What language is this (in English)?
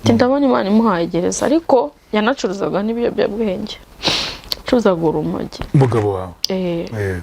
Kinyarwanda